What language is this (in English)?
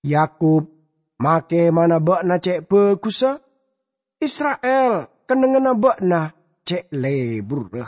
Madurese